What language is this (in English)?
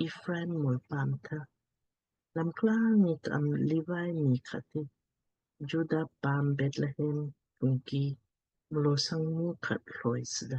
Lamkang